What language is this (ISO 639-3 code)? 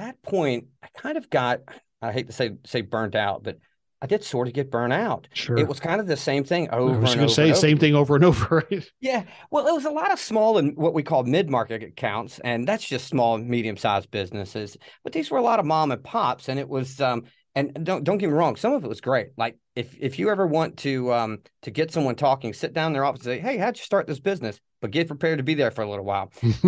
eng